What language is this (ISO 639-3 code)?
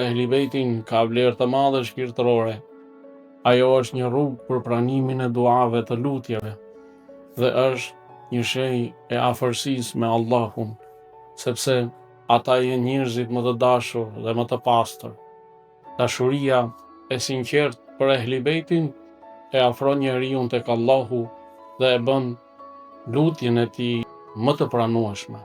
sqi